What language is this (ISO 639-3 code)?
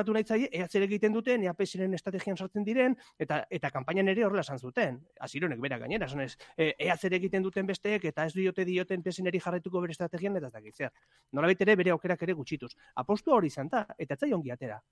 eus